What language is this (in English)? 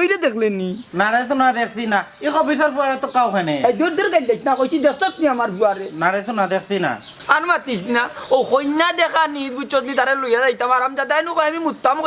Sylheti